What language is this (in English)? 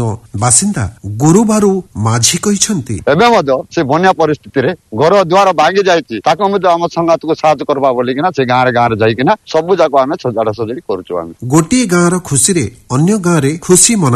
Odia